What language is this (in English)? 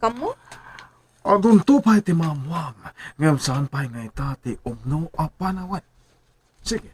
Iloko